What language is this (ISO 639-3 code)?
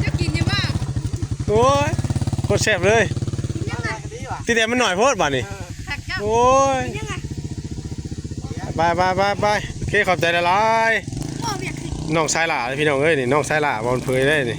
tts